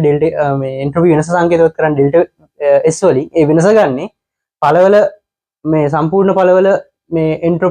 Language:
Sinhala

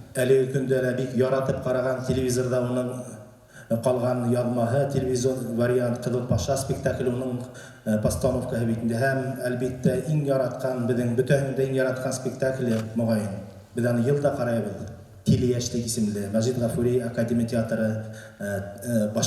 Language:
Bashkir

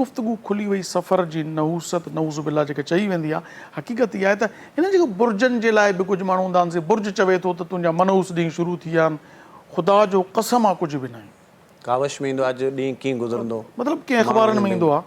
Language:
Sindhi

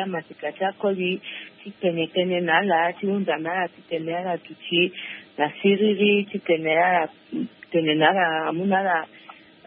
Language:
Sango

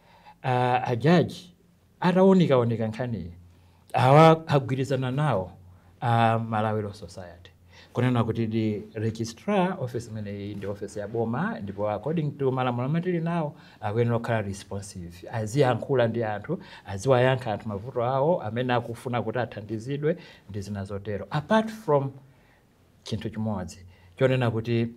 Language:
Nyanja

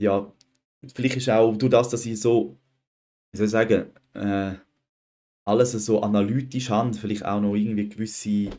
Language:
Swiss German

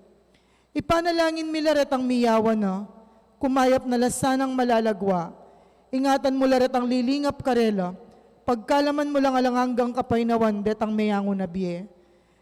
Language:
Pampanga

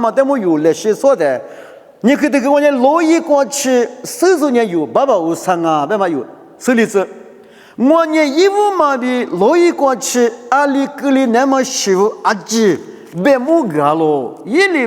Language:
Lisu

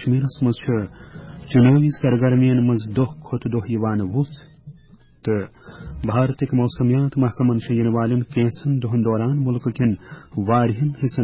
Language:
Kashmiri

